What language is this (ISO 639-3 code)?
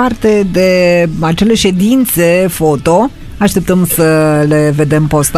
ron